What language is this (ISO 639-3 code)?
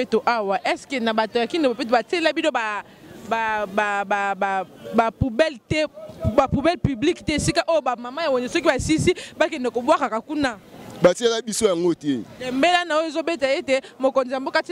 lin